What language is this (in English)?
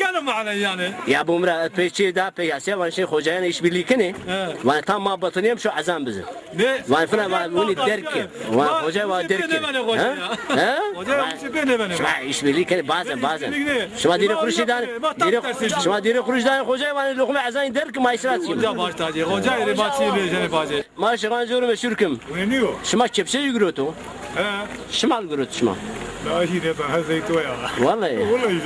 Zaza